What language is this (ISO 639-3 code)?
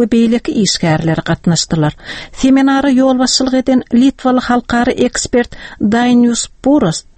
tuk